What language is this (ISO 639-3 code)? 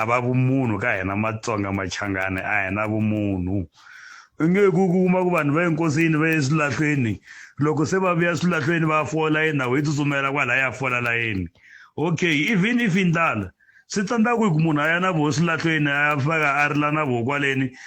tso